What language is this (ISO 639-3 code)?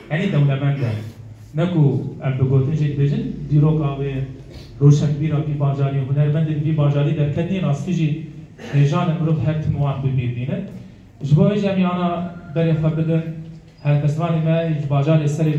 kur